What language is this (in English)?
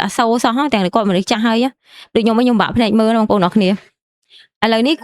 Khmer